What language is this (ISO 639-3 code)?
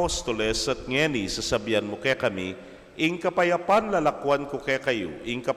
pam